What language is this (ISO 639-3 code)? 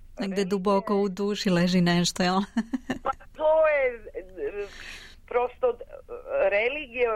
srp